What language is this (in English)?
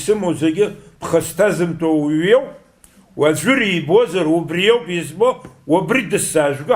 Abkhazian